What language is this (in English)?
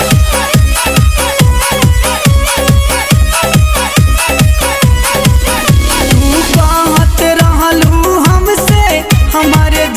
Bhojpuri